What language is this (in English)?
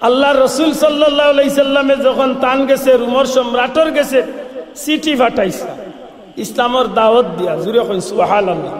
Sylheti